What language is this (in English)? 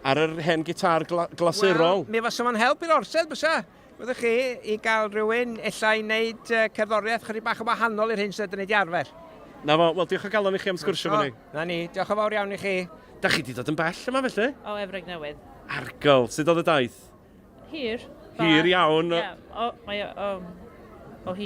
Welsh